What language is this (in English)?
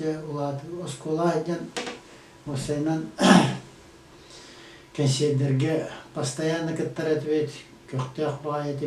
Yakut